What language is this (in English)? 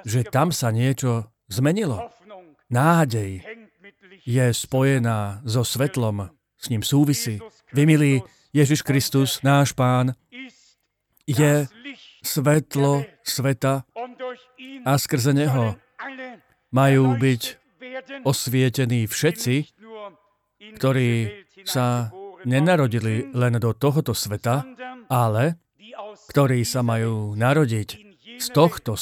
Slovak